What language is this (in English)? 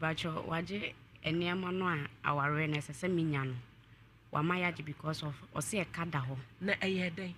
Akan